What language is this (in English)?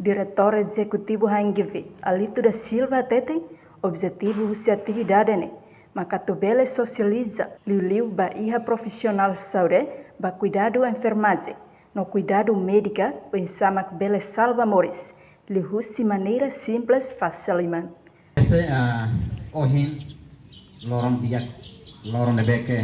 Tetum